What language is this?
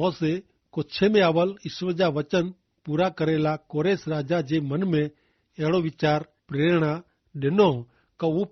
Kachhi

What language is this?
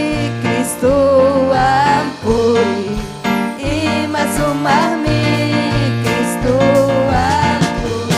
Ayacucho Quechua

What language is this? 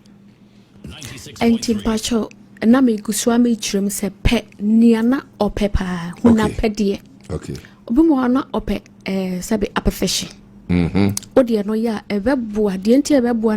Akan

